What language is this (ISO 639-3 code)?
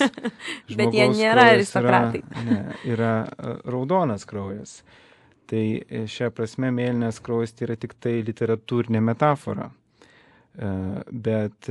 lit